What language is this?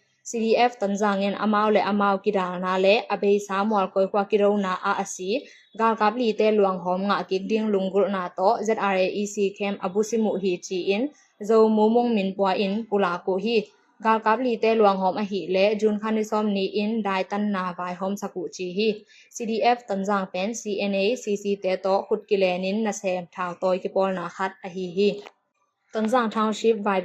Tedim Chin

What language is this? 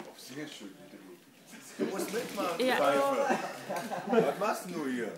Bavarian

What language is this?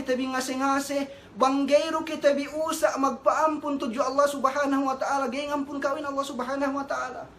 Yakan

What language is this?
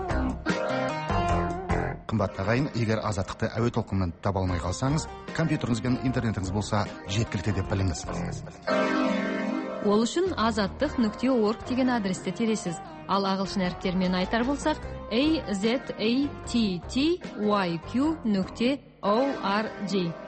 Kazakh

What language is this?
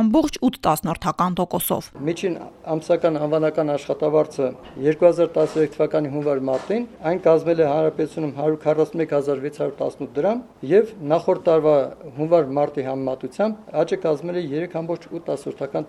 Armenian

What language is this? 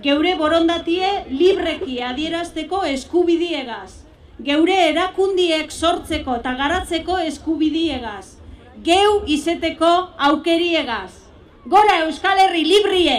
Basque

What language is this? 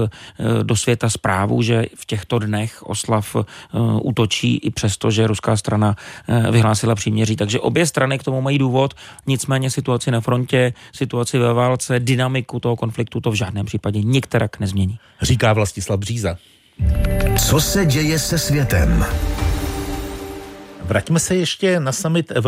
Czech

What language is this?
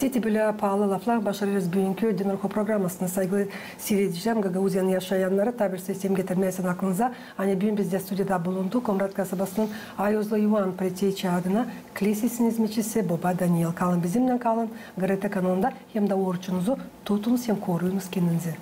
Gagauz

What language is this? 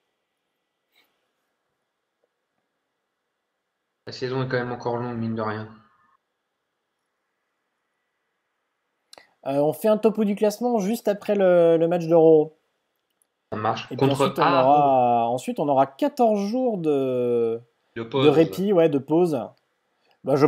French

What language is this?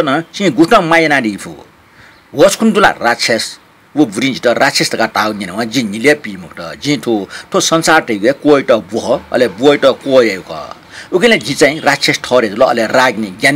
Newari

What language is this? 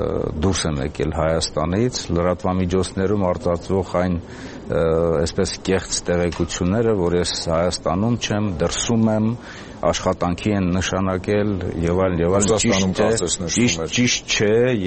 Armenian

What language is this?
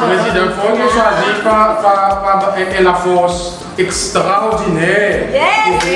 Seselwa Creole French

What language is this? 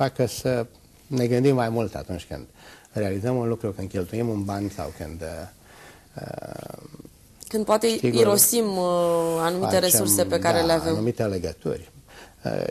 Romanian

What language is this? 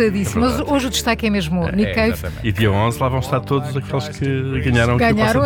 Portuguese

